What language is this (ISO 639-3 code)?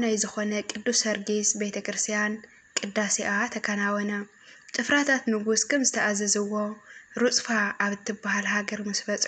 tir